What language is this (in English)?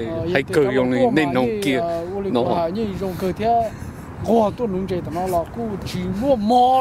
Hmong